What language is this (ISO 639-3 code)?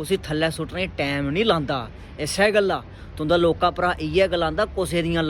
doi